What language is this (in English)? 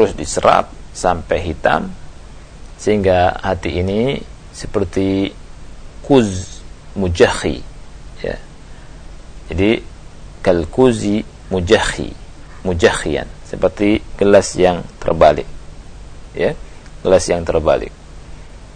Indonesian